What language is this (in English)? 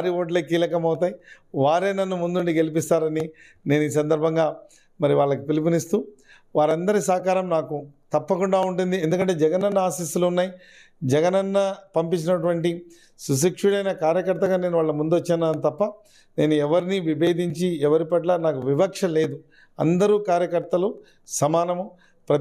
Telugu